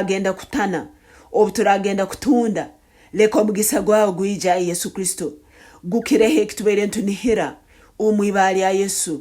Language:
Nyankole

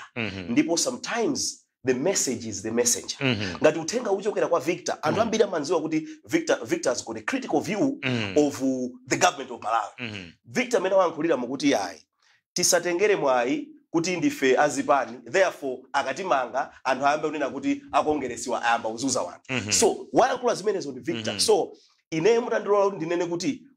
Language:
Nyanja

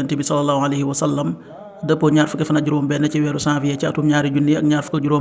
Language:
Wolof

